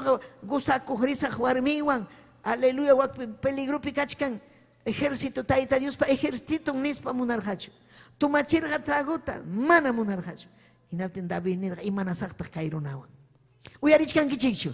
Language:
Ayacucho Quechua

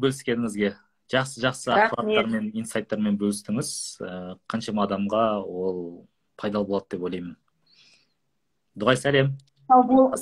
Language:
Kazakh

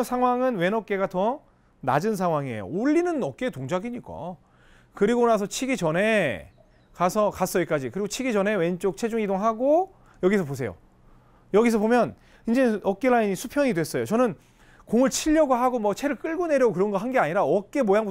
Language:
Korean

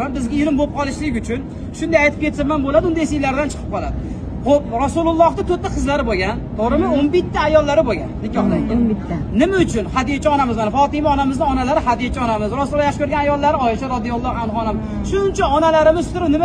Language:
Uzbek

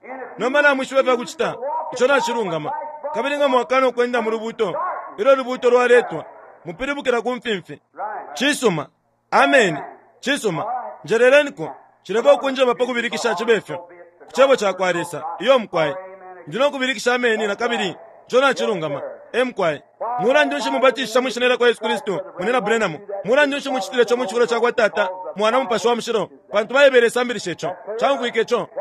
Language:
Bemba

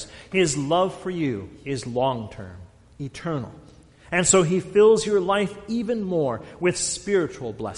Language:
English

